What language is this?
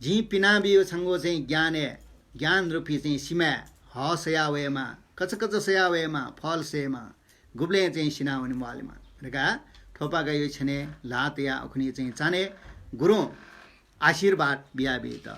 Newari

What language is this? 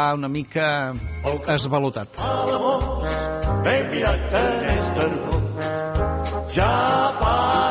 Catalan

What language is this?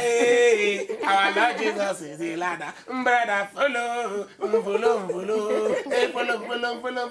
Nigerian Pidgin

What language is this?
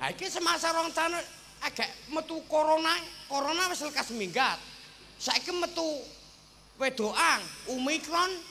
Javanese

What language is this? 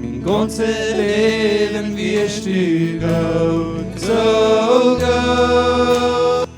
Plautdietsch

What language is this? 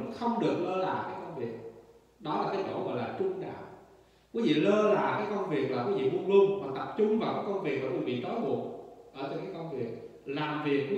Vietnamese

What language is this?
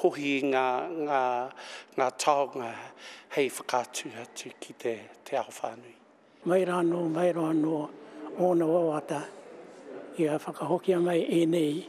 Māori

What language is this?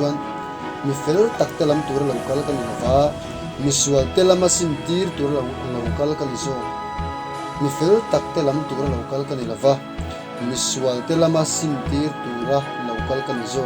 Mizo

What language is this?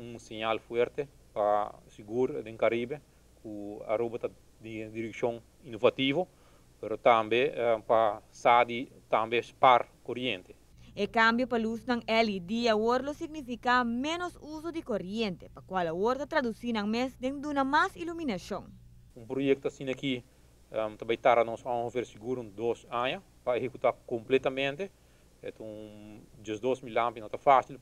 Papiamento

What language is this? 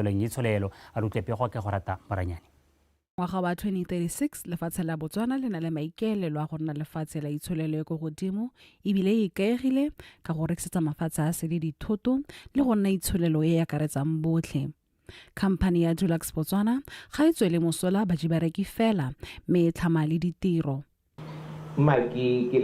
Tswana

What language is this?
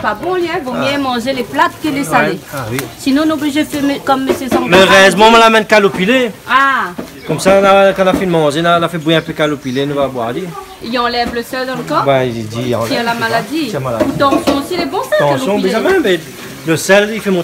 Réunion Creole French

